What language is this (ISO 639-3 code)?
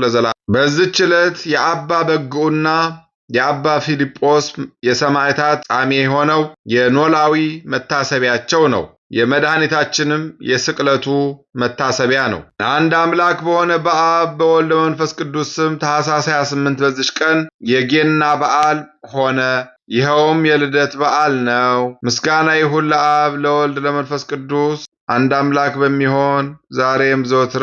amh